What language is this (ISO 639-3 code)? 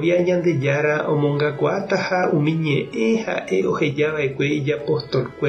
grn